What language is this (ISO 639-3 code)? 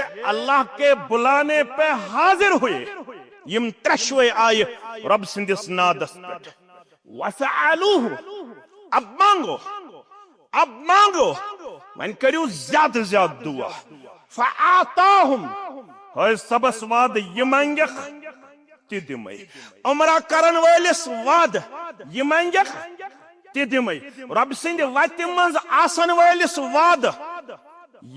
kas